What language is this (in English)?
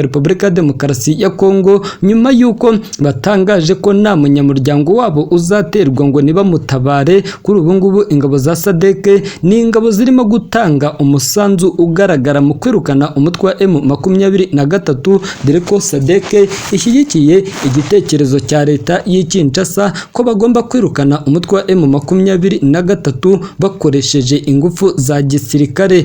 Kinyarwanda